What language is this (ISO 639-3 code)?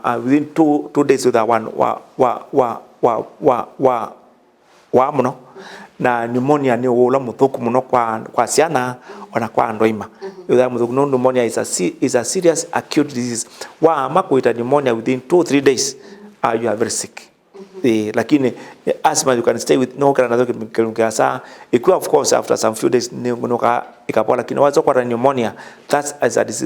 kam